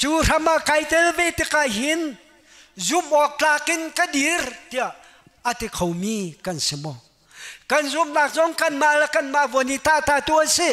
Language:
Hakha Chin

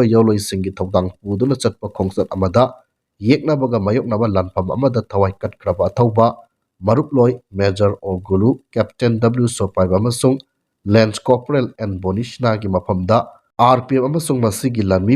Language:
Manipuri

